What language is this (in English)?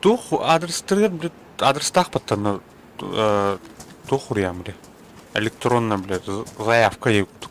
Yakut